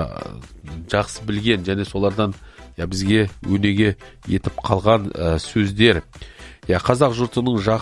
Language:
Kazakh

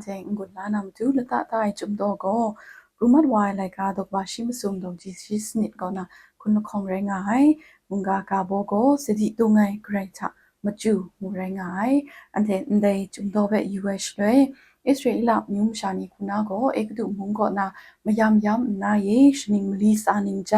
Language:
Kachin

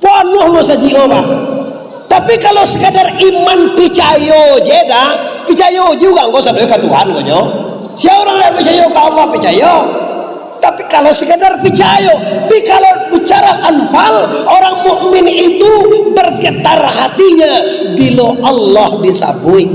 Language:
Minangkabau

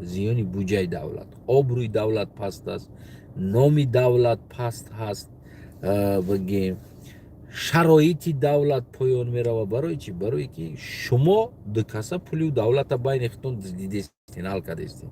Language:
Tajik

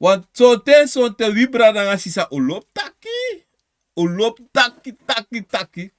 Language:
Sranan Tongo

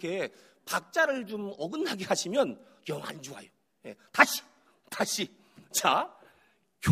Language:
Korean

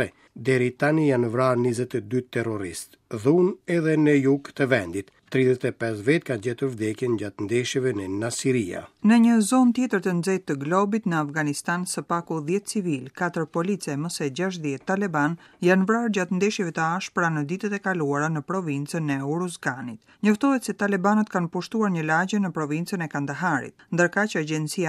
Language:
Albanian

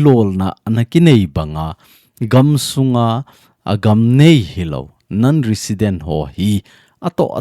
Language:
Thado Chin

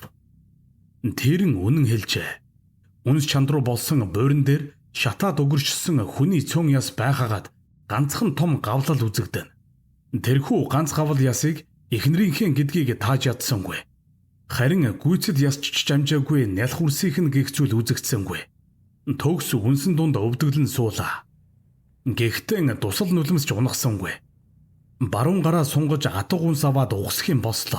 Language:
Mongolian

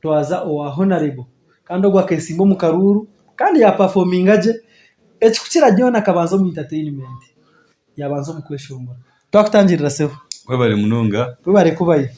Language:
Nyankole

